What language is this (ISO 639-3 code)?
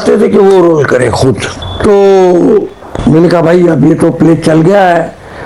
hin